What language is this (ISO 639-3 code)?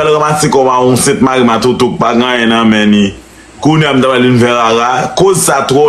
hat